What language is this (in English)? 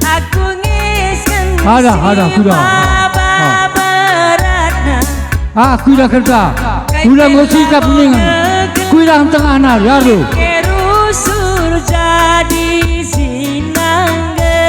Batak Karo